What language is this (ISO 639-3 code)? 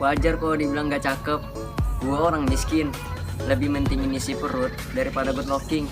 bjn